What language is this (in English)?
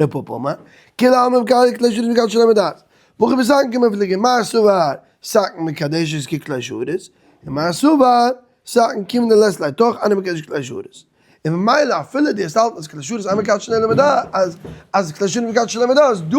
Yiddish